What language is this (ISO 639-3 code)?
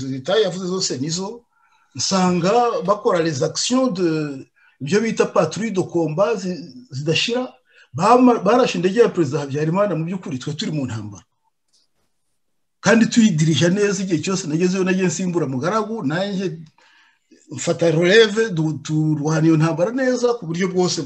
kin